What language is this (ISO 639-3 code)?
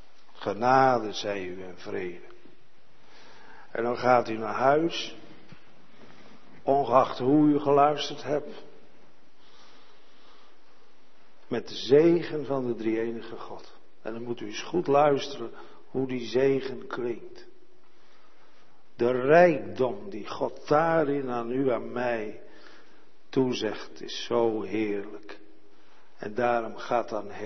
nld